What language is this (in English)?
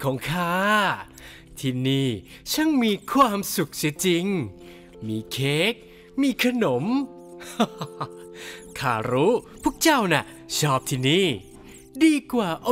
Thai